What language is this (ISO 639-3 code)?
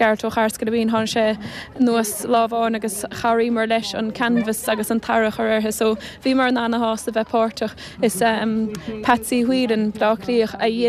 gle